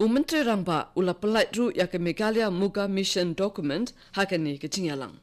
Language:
Khasi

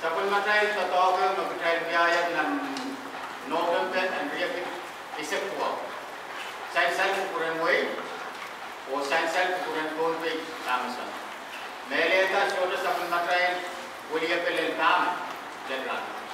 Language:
Pohnpeian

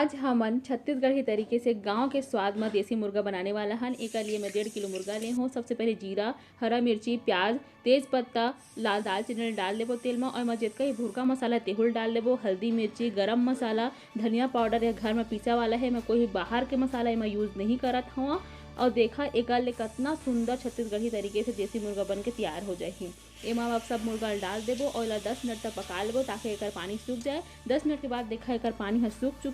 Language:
Chhattisgarhi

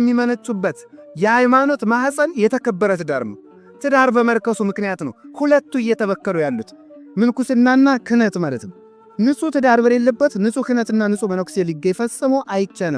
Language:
Amharic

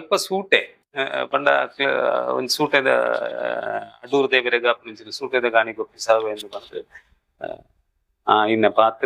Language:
Tulu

